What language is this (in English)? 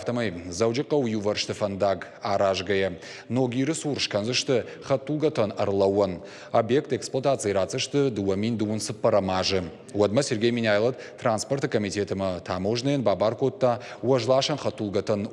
Ossetic